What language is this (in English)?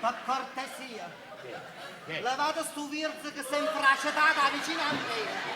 Neapolitan